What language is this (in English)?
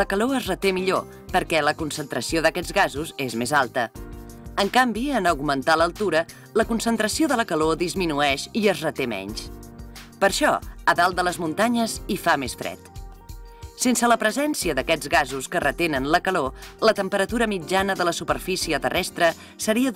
Catalan